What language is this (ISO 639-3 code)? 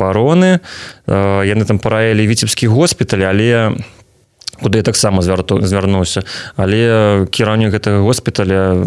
bel